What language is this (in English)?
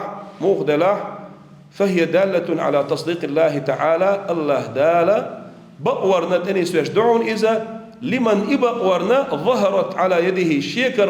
Chechen